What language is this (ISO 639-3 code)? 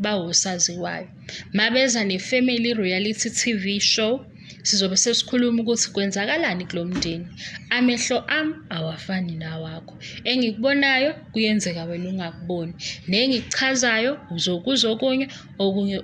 zul